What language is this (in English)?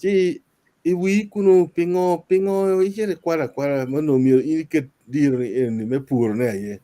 Acoli